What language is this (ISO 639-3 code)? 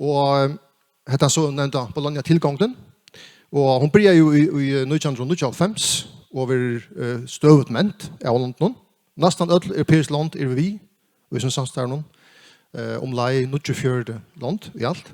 fao